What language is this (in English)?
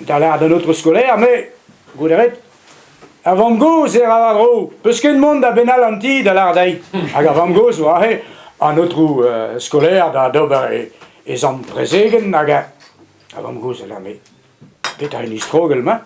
Breton